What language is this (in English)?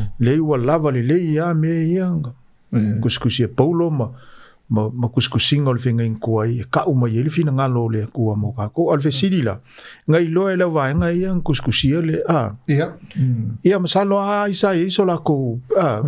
Samoan